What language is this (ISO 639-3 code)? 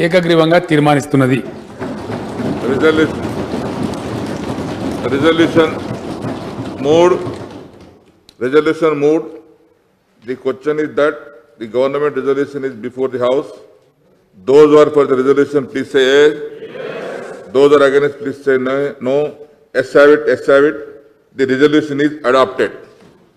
tel